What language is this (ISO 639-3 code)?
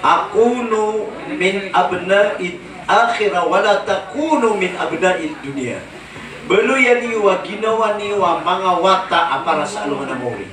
mrw